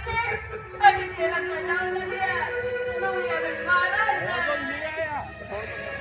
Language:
Santali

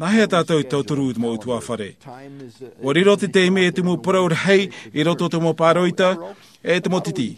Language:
Tahitian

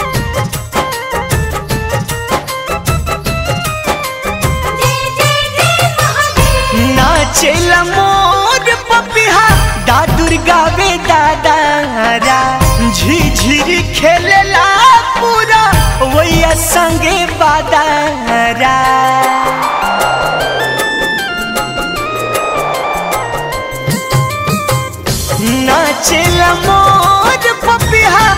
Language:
Bhojpuri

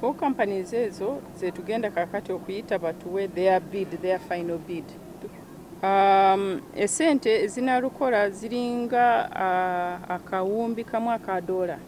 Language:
Ganda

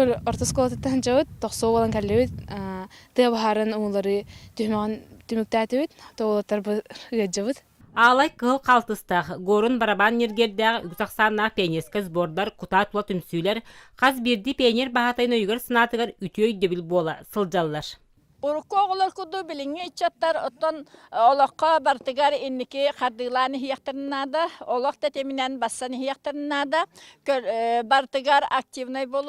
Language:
Yakut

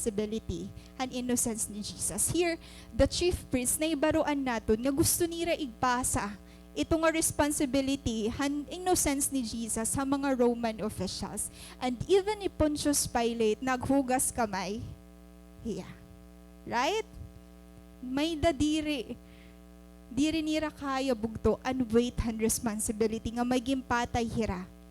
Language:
Waray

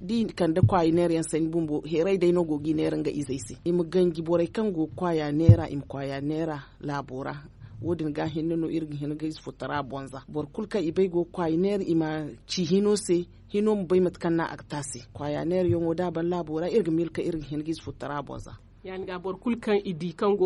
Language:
Zarma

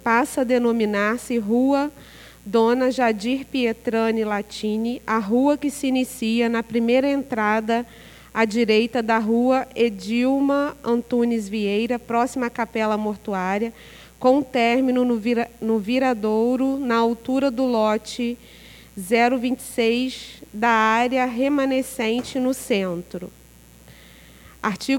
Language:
Portuguese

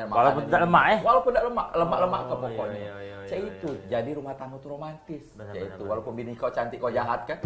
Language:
Musi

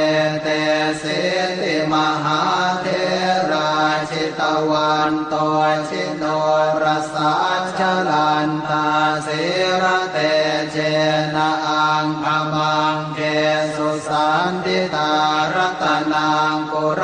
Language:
Pali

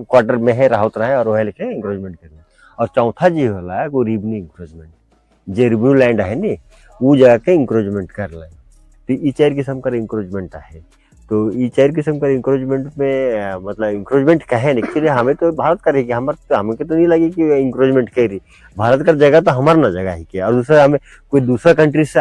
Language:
Sadri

